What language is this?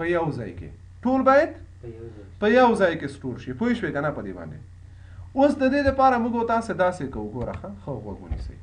Pashto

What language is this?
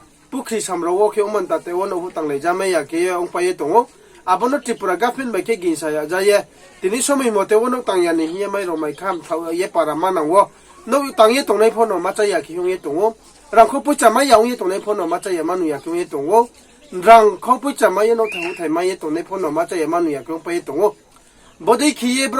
Riang (India)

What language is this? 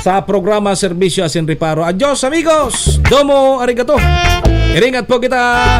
Bikol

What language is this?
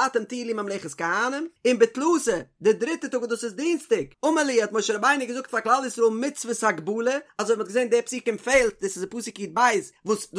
Yiddish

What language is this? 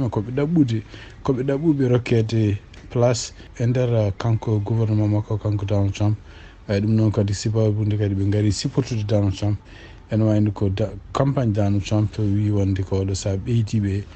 Fula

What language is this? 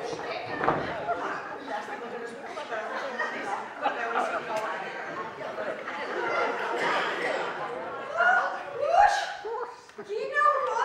Catalan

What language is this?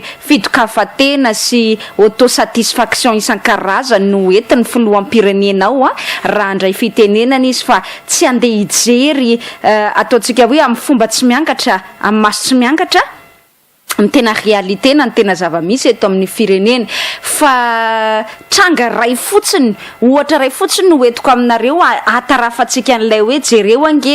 Malagasy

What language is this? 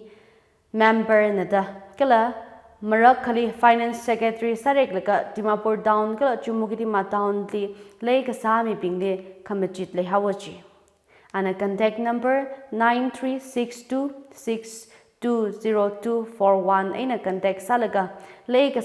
Tangkhul Naga (India)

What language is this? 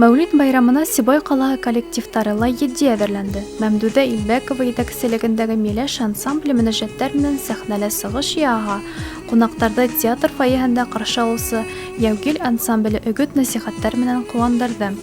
Bashkir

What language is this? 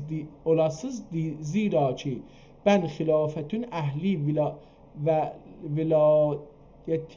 South Azerbaijani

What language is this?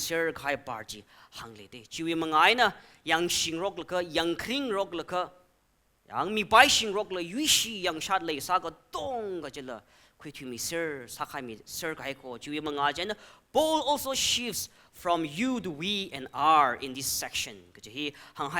Tangkhul Naga (India)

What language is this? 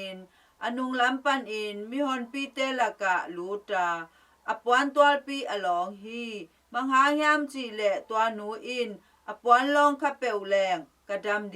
Tedim Chin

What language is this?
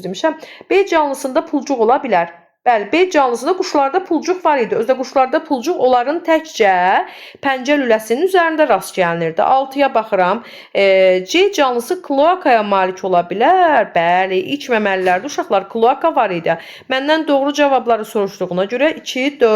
Azerbaijani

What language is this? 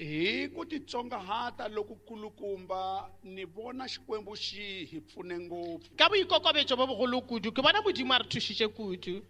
Tsonga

